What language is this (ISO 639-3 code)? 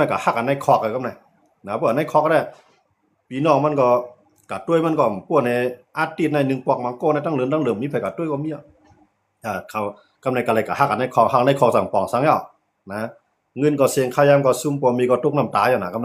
shn